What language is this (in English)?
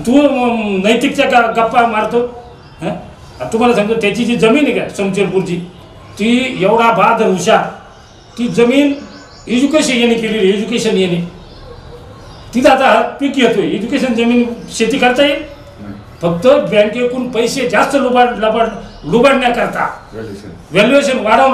Marathi